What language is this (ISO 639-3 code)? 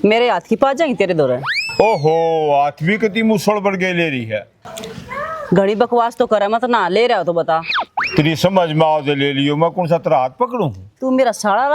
bgc